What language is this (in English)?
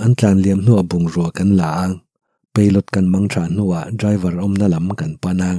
Mizo